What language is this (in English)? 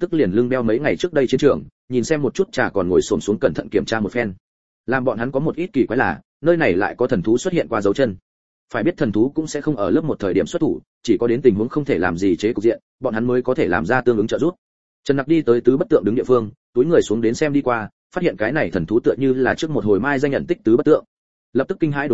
Vietnamese